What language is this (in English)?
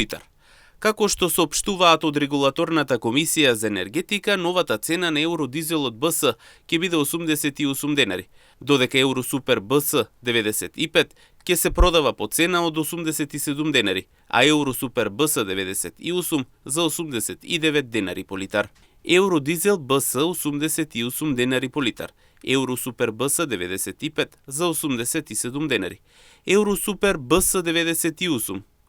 Macedonian